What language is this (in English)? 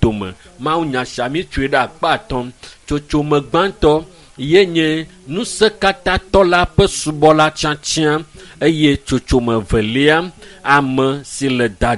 Ewe